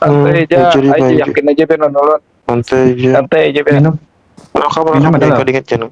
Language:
Banjar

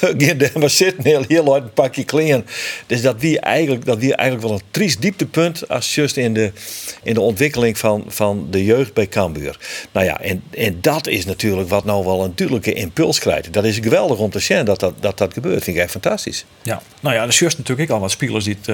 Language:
Western Frisian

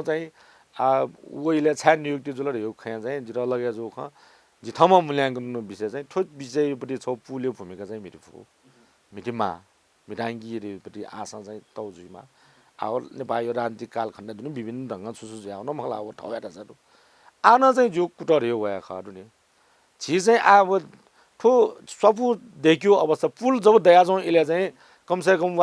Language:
Newari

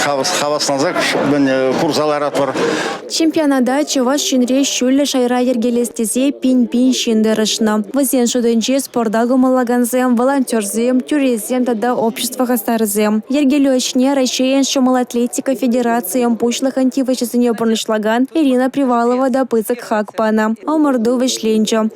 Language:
Chuvash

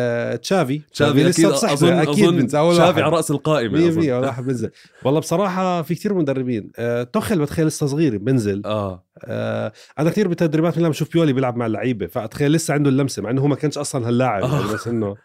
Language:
North Levantine Arabic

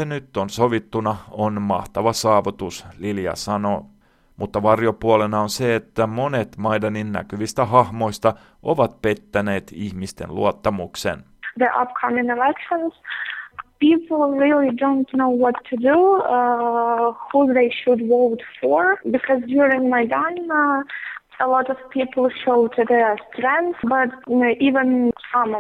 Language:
Finnish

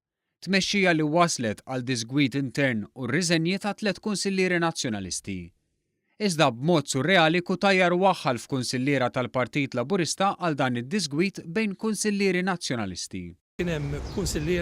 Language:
Maltese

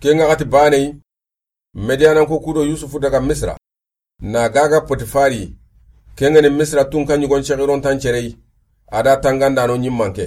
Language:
Soninke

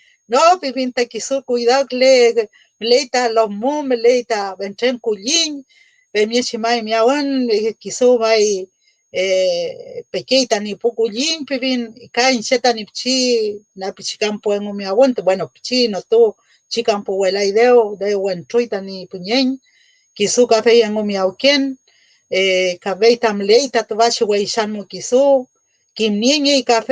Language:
Mapuche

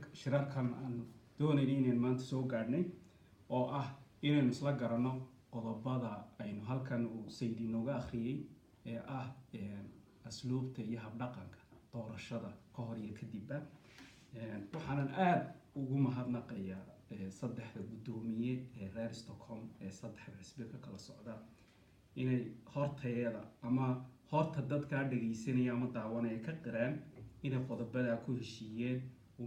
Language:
Somali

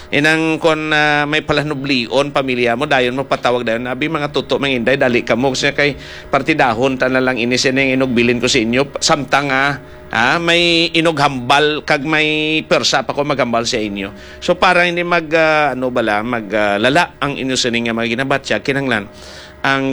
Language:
Hiligaynon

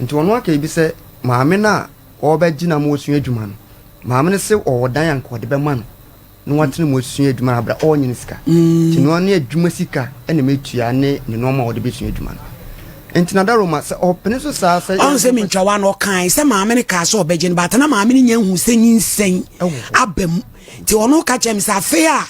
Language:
Akan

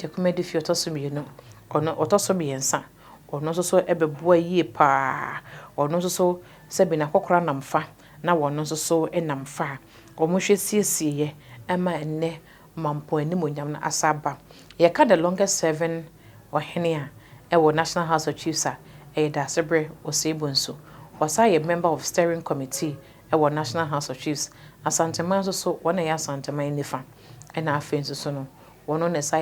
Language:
Akan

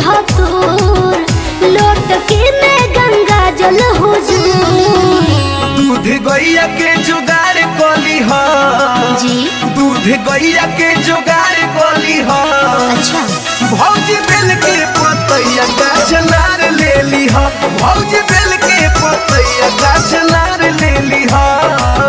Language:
Bhojpuri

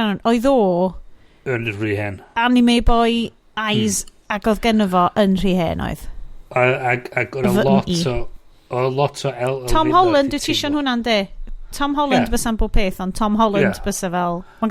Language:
Welsh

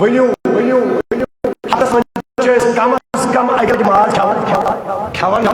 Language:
Kashmiri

